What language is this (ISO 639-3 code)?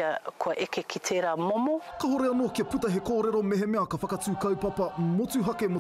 mri